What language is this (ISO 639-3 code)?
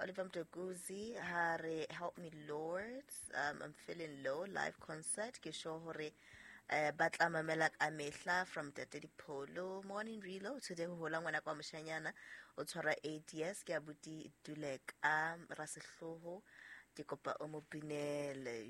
sot